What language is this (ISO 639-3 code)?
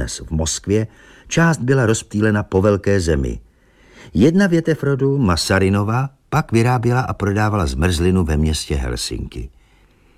ces